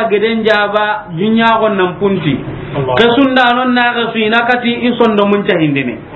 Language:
Soninke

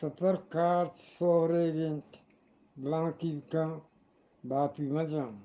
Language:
Eastern Balochi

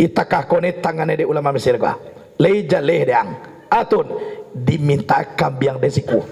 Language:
Minangkabau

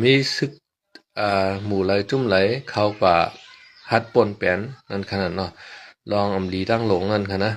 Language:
Shan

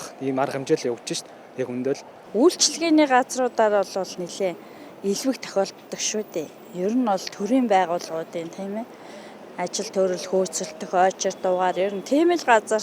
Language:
Mongolian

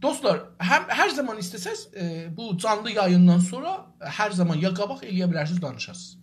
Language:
South Azerbaijani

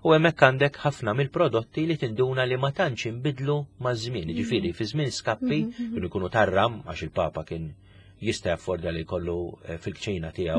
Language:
Maltese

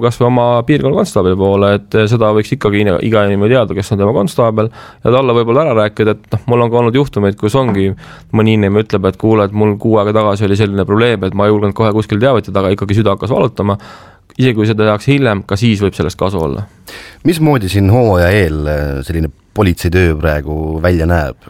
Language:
Estonian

